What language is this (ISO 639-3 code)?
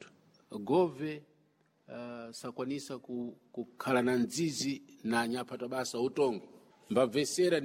seh